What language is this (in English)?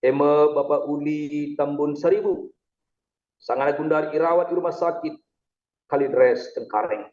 Batak Karo